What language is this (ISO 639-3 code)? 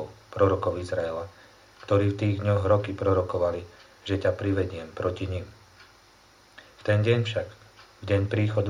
slk